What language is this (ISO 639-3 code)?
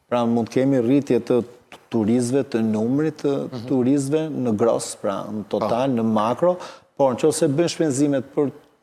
sqi